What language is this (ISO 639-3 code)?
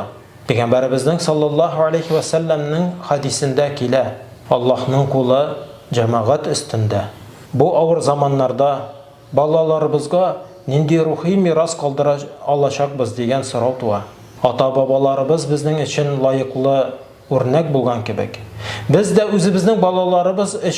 tat